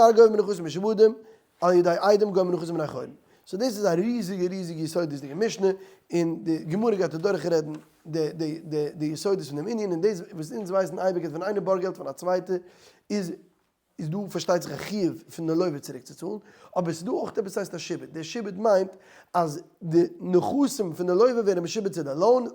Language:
Yiddish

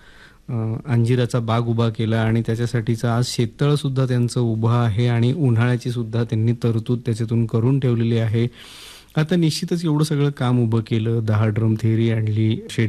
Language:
Marathi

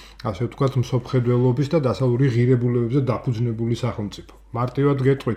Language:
Georgian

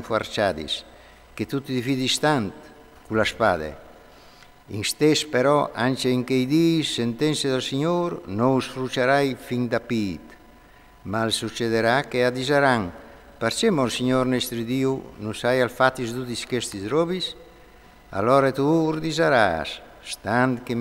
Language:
Friulian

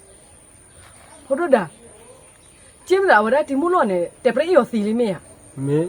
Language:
S'gaw Karen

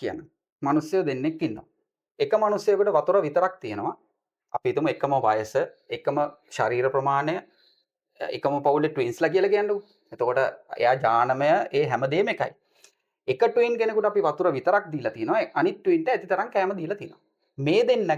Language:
Sinhala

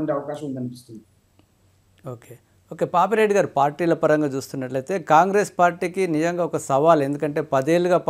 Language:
Telugu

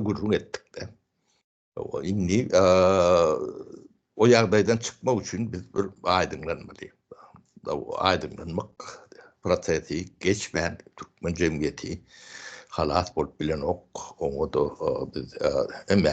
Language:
Turkmen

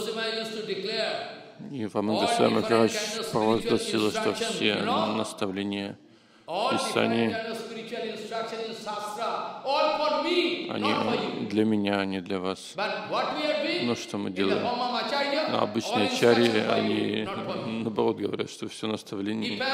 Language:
Russian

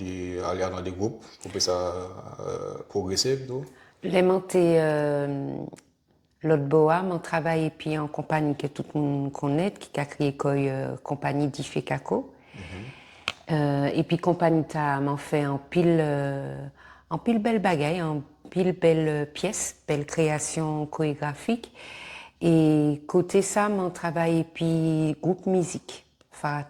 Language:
Guadeloupean Creole French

